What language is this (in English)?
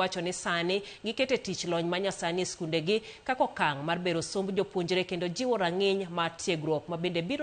Luo (Kenya and Tanzania)